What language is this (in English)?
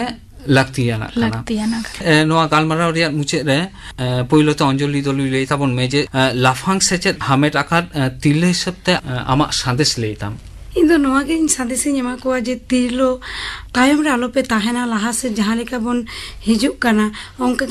Santali